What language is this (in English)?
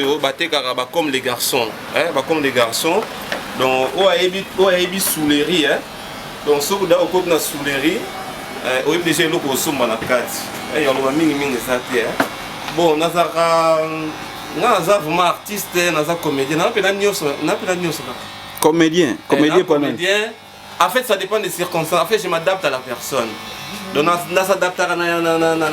Lingala